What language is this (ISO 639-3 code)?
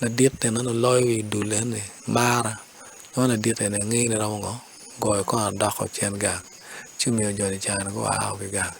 ach